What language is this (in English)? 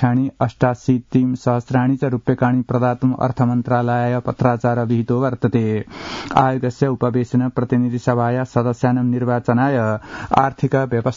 Sanskrit